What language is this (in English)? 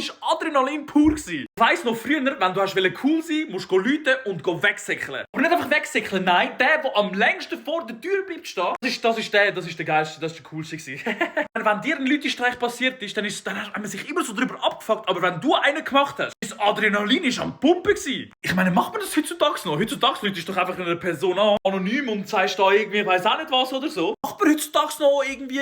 Swiss German